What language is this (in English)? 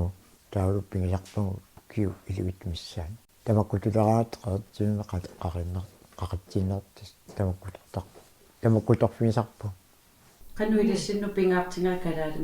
Kalaallisut